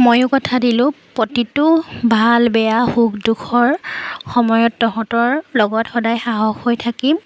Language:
Assamese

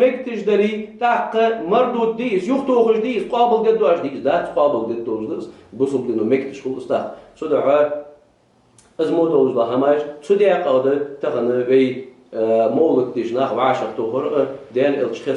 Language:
Ingush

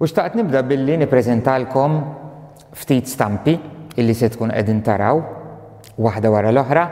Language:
Maltese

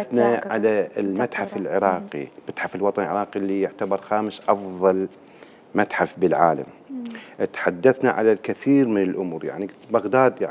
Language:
Mesopotamian Arabic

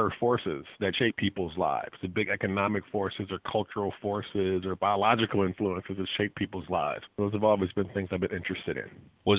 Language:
English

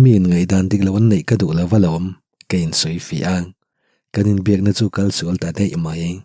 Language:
Mizo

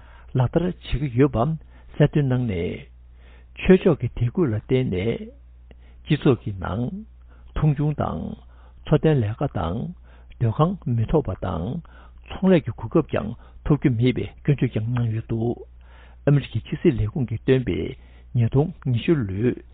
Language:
Tibetan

